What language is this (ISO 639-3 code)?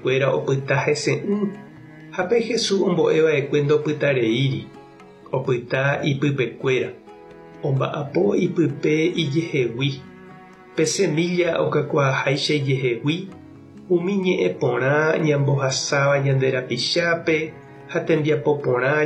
grn